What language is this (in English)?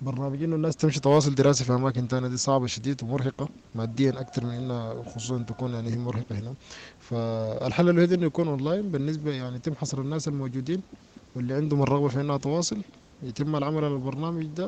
Sudanese Arabic